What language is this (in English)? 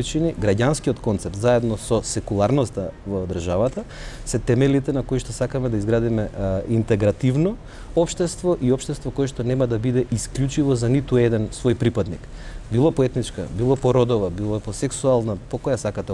Macedonian